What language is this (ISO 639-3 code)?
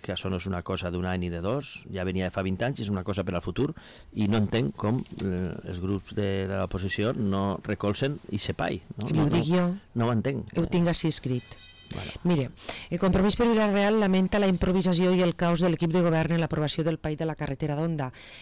cat